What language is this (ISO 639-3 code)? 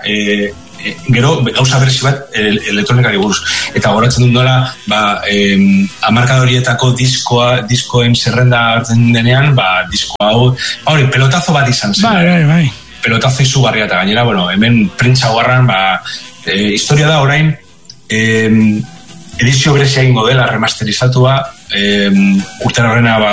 eus